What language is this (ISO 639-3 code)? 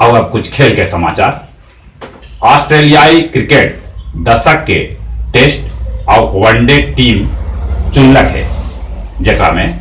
mag